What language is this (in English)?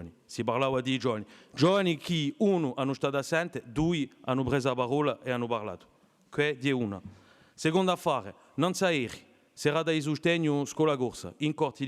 Corsican